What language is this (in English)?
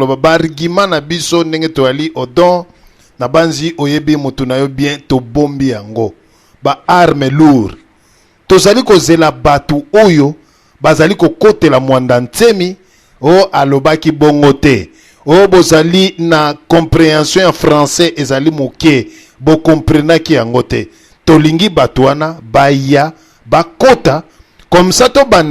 Lingala